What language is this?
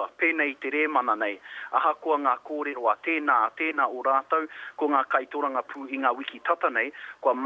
Māori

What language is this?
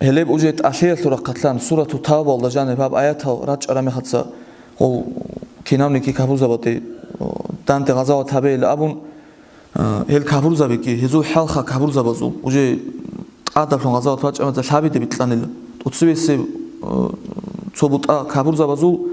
Avaric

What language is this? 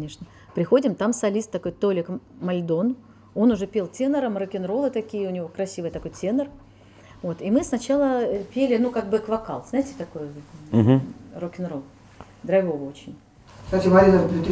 Russian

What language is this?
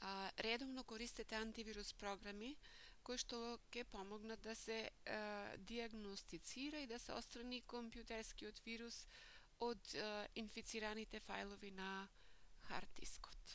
Macedonian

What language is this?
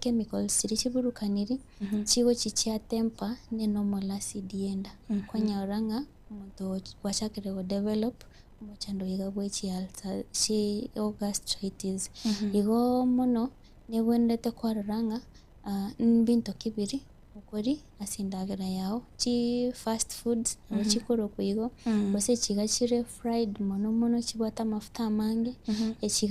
Gusii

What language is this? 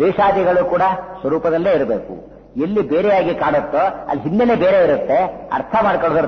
Kannada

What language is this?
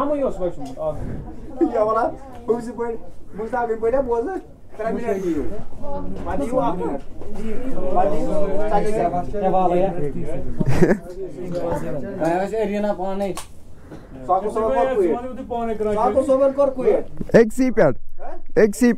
Kashmiri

